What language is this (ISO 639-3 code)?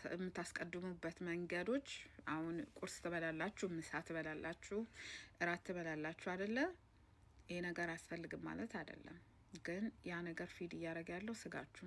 amh